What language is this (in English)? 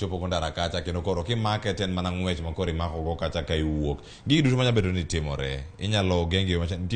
Luo (Kenya and Tanzania)